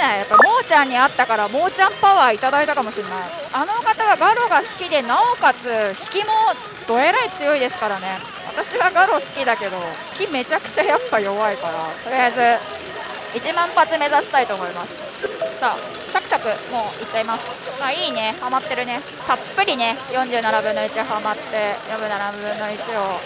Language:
Japanese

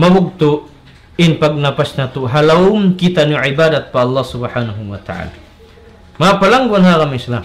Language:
Tausug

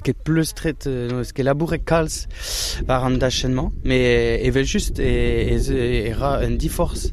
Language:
Breton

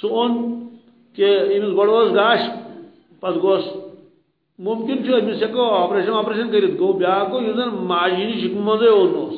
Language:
Kashmiri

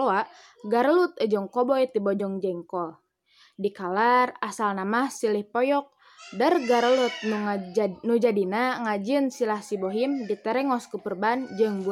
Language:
Sundanese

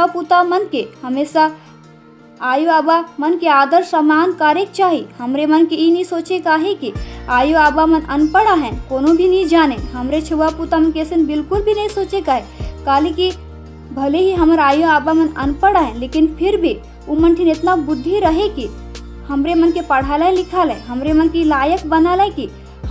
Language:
Sadri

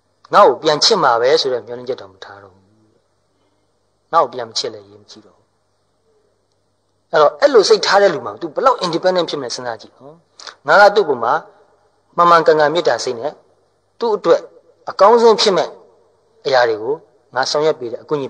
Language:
Burmese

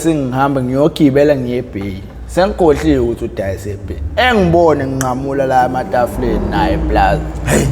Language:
Zulu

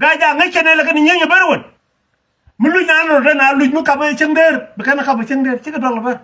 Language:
Nuer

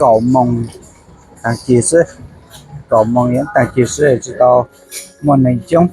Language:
Hmong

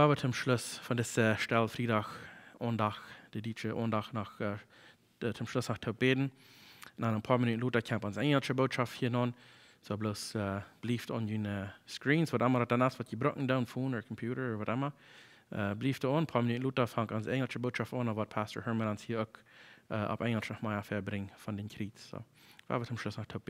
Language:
Plautdietsch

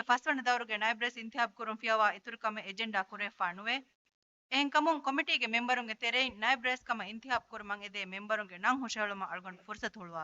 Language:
Divehi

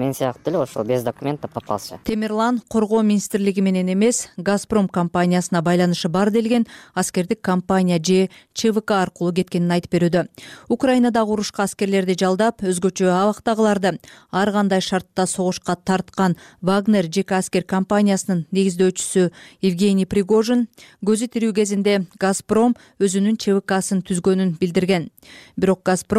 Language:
Kyrgyz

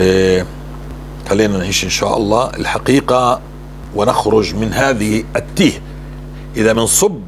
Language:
North Levantine Arabic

